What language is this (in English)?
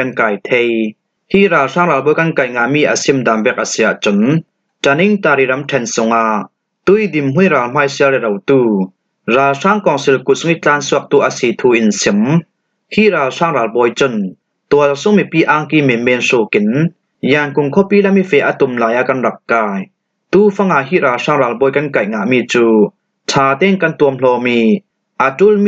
Falam Chin